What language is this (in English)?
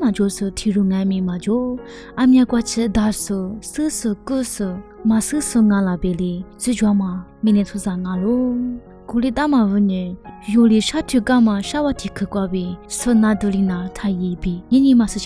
Lisu